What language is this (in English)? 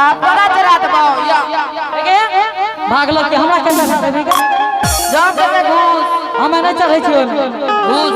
Angika